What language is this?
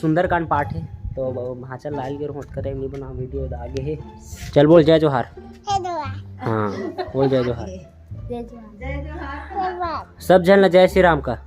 Chhattisgarhi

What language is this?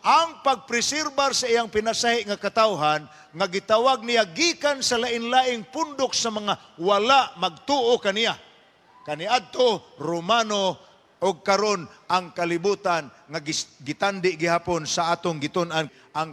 Cebuano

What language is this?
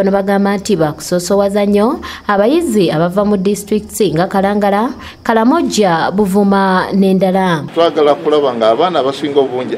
Ganda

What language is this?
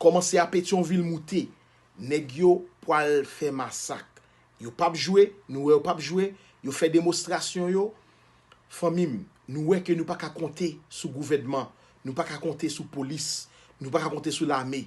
Haitian Creole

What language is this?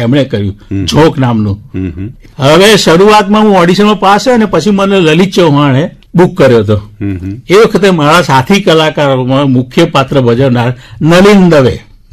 Gujarati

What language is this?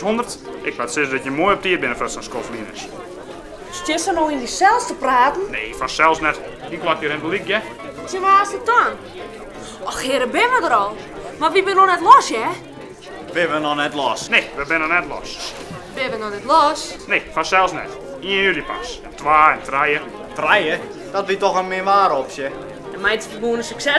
Western Frisian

